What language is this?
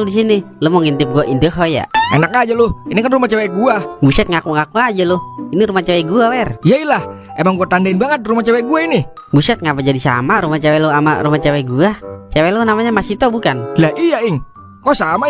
Betawi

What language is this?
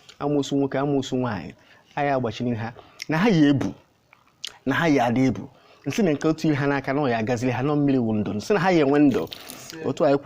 Igbo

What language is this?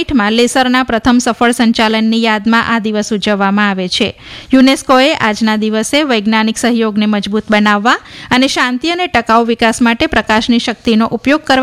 Gujarati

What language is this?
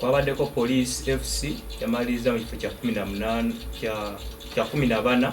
Ganda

